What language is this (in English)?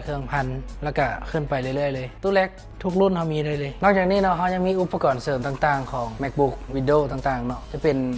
Lao